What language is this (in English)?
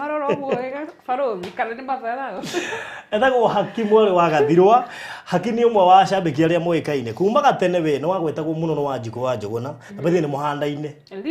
Kikuyu